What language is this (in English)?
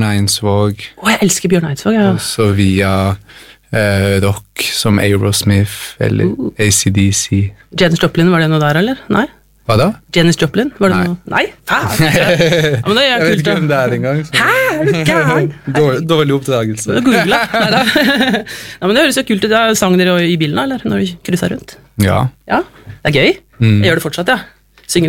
Norwegian